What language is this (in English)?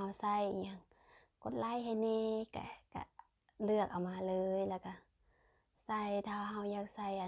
Lao